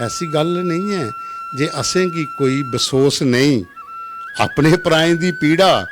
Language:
Dogri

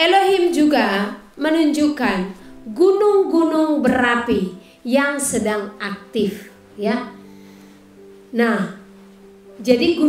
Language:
Indonesian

